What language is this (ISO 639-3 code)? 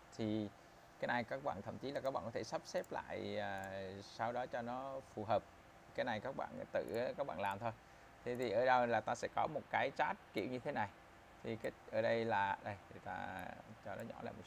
vie